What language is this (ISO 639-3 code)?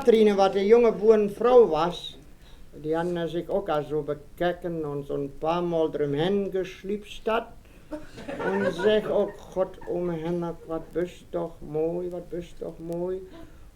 wep